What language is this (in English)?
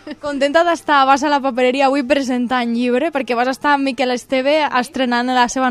Catalan